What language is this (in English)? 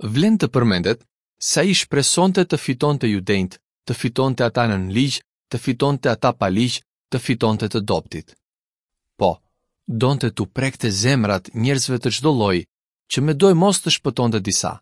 Albanian